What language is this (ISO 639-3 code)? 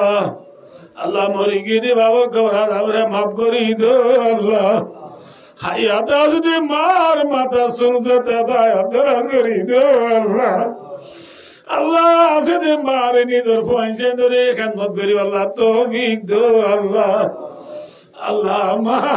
rhg